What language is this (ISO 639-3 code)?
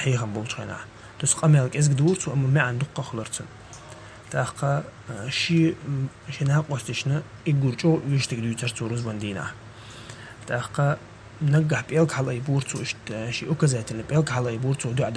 che